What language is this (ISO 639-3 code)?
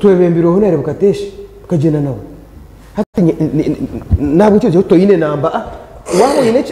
nyn